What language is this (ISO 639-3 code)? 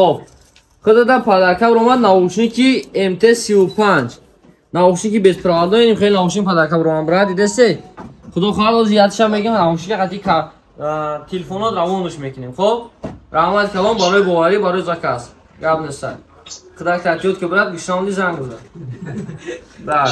tgk